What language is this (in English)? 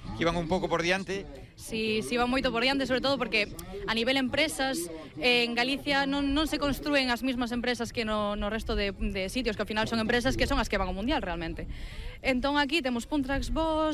Galician